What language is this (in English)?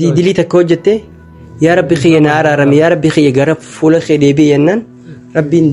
Oromo